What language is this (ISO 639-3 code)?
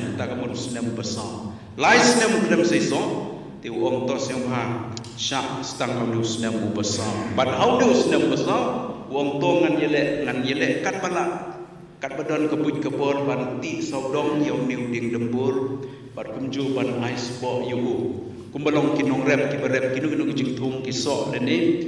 kha